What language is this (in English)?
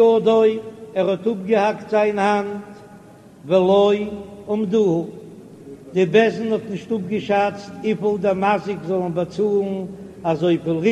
Yiddish